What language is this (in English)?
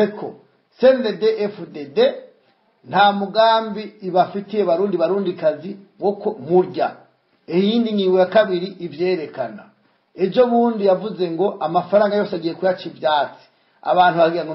Rundi